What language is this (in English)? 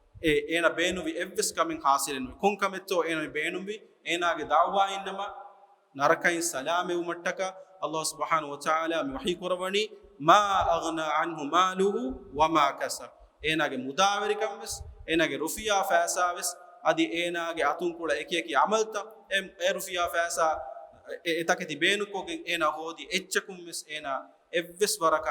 Divehi